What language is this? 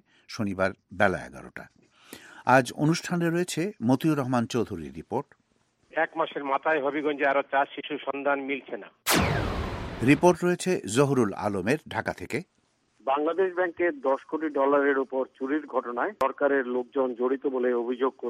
Bangla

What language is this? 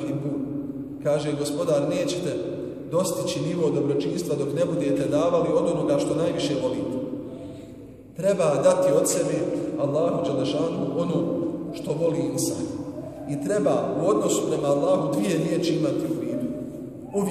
Bosnian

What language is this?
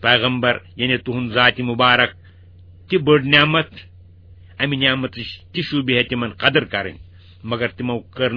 Kashmiri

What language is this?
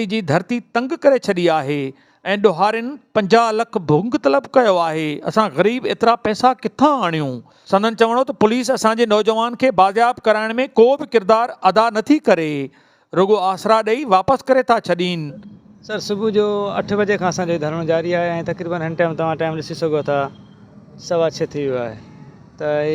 Sindhi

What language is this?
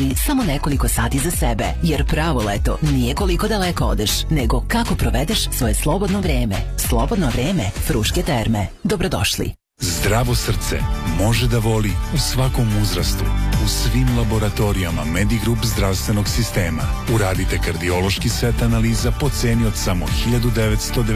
Serbian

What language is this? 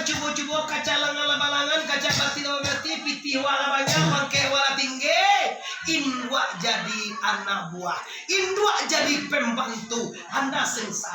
Minangkabau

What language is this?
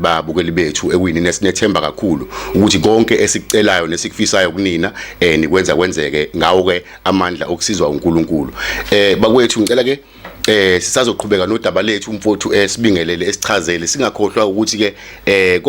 Zulu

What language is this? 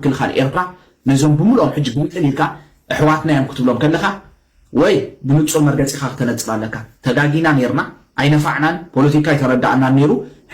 Tigrinya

